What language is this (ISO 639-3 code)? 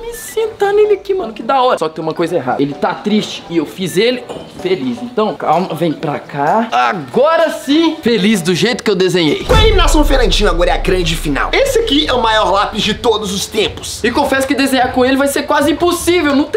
por